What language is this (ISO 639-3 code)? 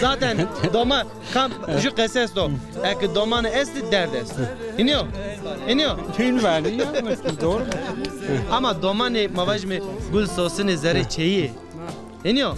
zza